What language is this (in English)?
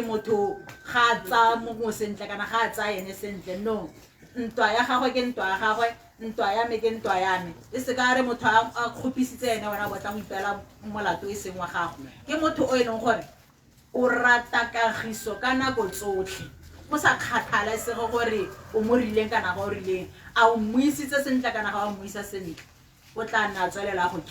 Tswana